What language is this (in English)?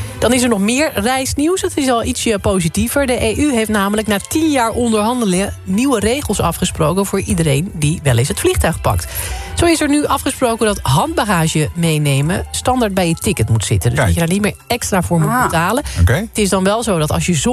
Dutch